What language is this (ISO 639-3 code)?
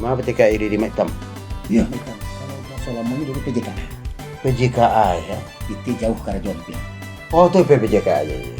min